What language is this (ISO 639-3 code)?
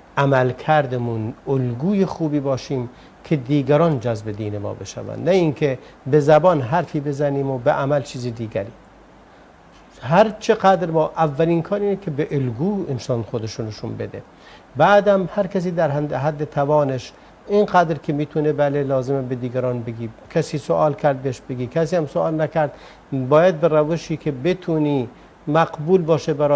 fas